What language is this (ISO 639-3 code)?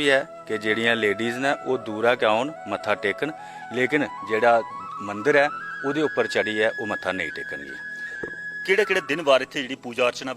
doi